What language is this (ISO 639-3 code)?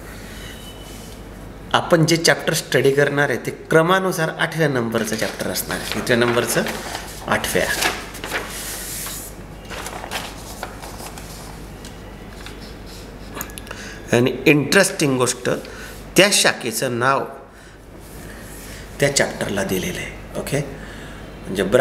mar